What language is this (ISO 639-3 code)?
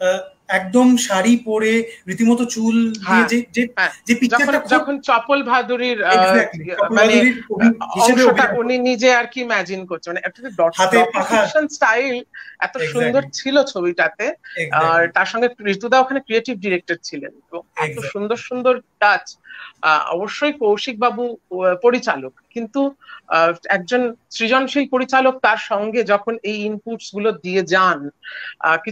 ben